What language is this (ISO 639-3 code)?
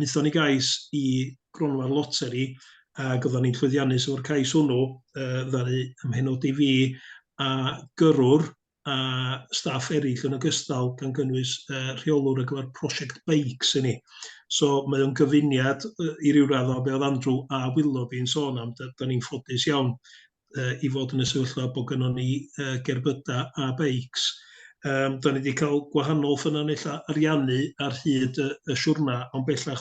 cym